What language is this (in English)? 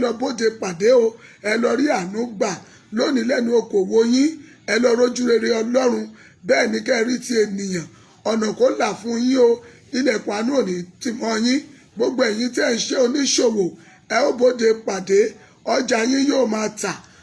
Yoruba